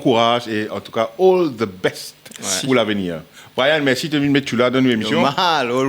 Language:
Morisyen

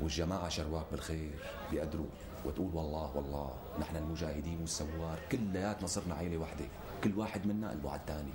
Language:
North Levantine Arabic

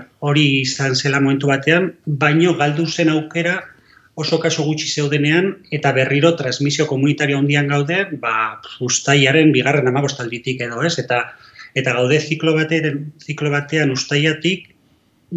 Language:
Basque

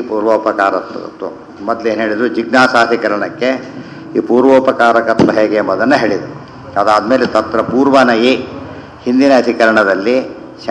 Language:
Kannada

